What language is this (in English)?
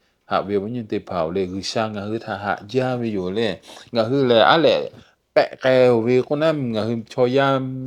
Lahu